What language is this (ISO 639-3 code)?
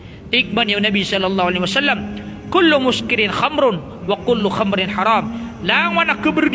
mrw